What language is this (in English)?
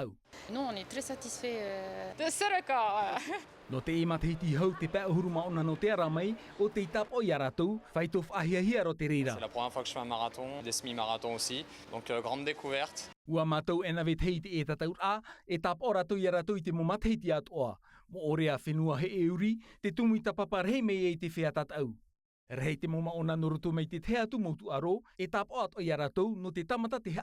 Tahitian